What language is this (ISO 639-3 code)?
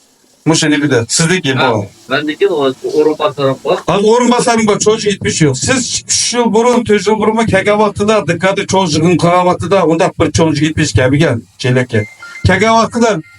uig